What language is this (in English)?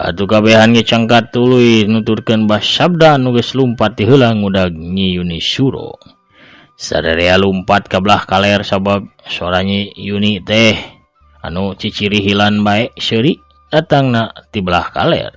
Sundanese